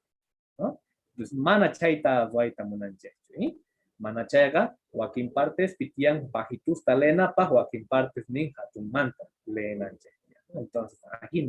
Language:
Quechua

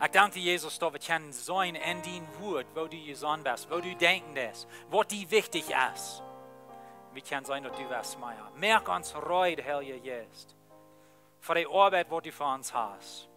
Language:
Plautdietsch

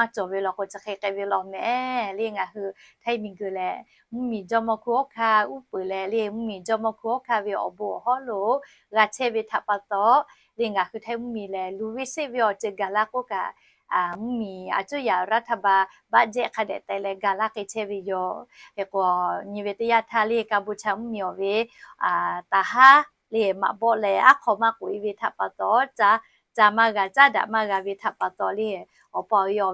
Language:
Lahu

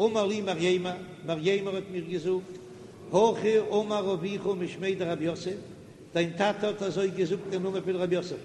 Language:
Yiddish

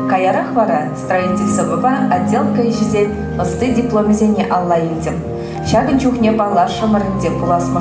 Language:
Chuvash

